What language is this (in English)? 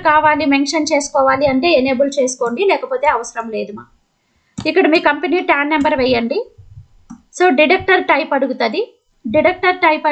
Telugu